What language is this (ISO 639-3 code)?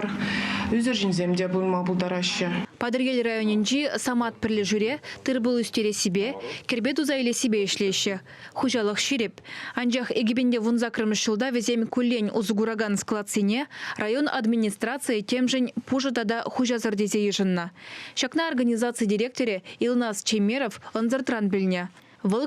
chv